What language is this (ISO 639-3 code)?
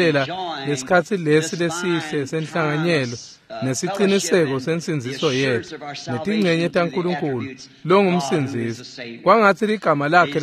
ssw